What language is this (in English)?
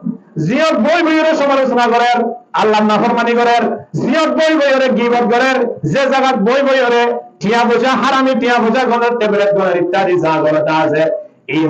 Rohingya